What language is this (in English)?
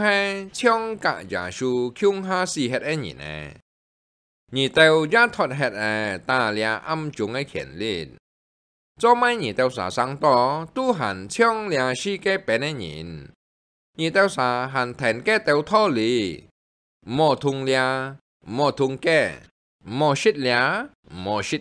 Hakka Chinese